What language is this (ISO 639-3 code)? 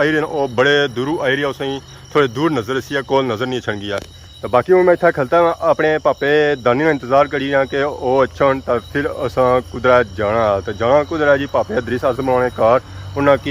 phr